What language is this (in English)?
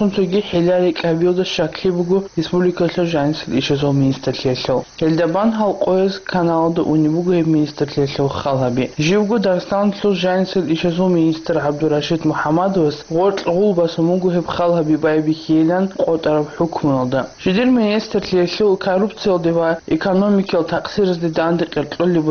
Avaric